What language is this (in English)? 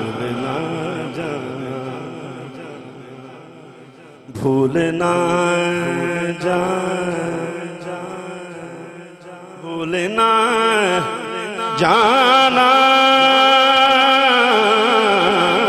Hindi